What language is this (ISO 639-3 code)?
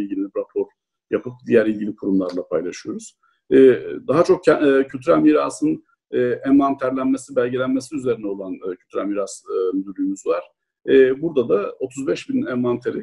tur